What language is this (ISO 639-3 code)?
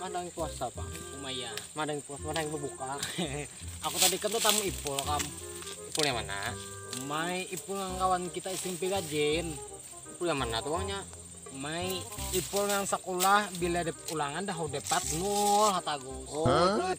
bjn